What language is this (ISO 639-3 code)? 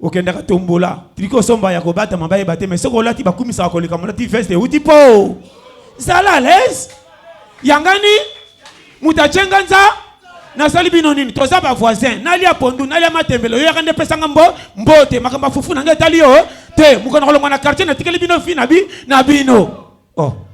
lin